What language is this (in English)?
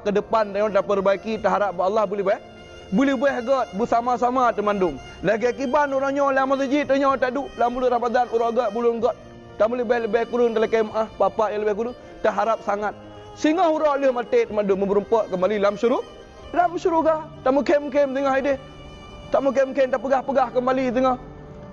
Achinese